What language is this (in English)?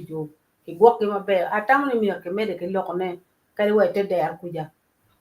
Acoli